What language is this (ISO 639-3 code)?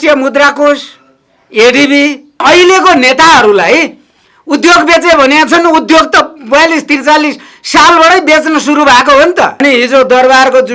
nep